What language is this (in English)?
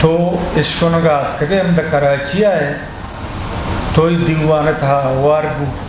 Eastern Balochi